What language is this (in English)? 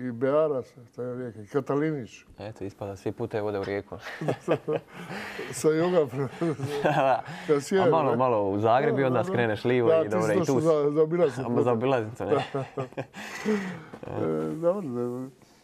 Croatian